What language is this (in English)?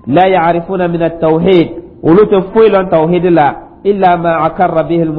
Dyula